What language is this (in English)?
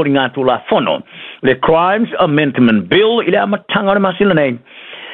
Samoan